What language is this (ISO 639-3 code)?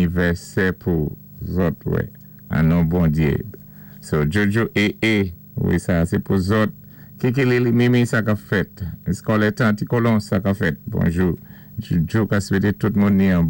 acf